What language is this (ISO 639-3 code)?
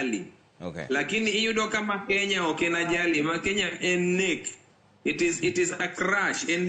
luo